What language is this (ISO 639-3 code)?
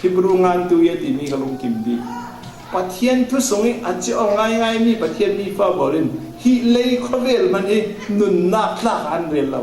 cfm